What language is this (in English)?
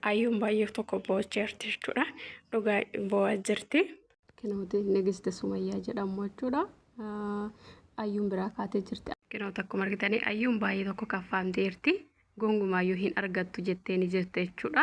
Oromo